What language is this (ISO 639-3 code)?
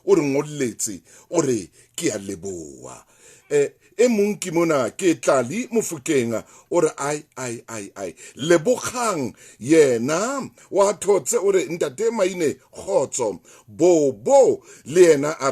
sot